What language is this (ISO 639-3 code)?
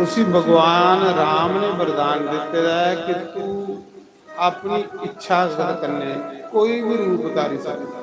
doi